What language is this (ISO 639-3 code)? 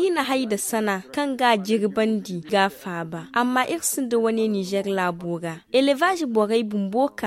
dje